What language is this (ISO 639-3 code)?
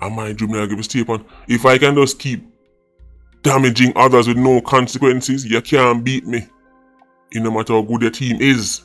jam